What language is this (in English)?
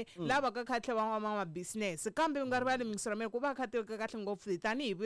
Tsonga